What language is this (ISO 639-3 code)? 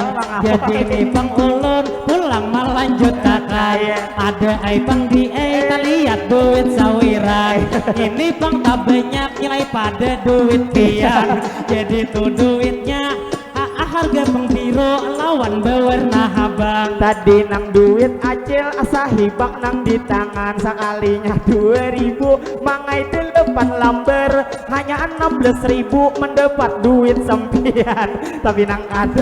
bjn